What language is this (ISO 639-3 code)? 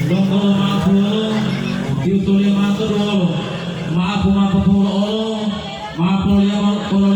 gor